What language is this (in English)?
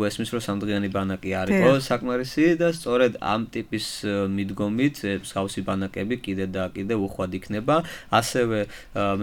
Georgian